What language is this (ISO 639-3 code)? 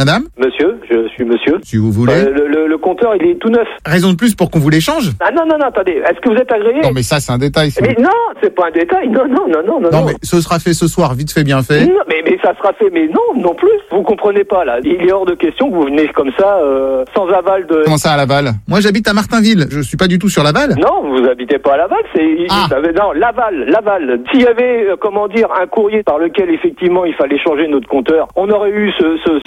fra